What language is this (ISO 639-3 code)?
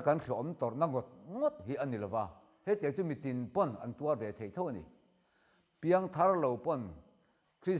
lus